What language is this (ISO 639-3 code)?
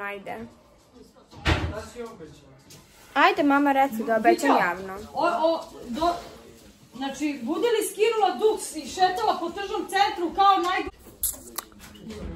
srp